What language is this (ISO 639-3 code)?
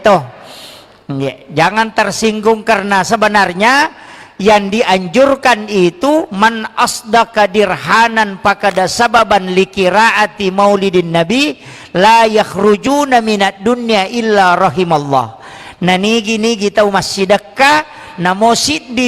bug